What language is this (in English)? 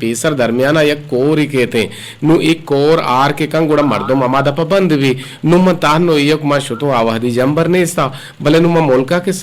Eastern Balochi